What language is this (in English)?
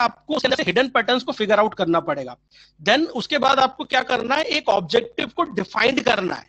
Hindi